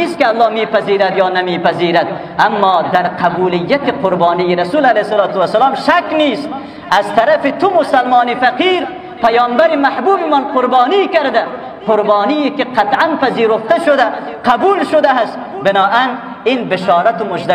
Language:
Persian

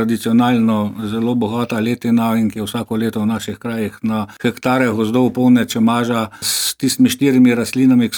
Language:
Slovenian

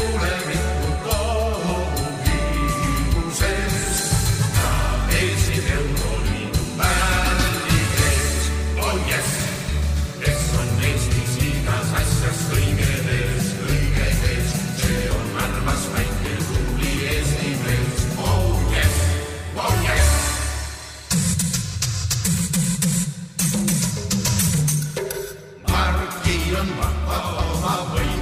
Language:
Estonian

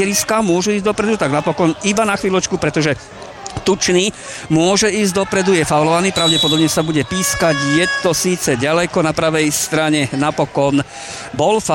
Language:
Slovak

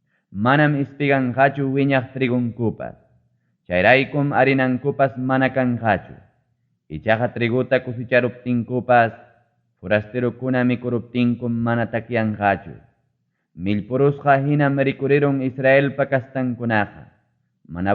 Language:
Ayacucho Quechua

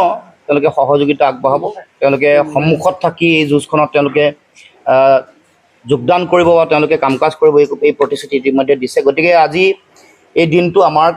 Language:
Assamese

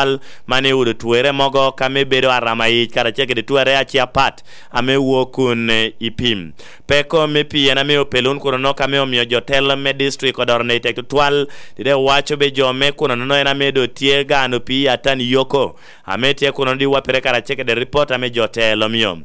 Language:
Lango (Uganda)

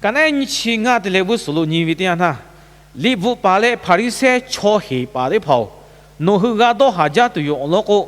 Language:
Lahu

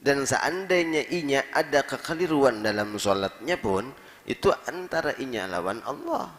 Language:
Banjar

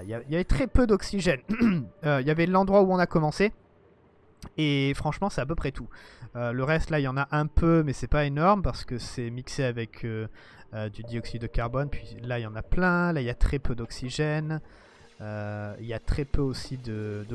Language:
French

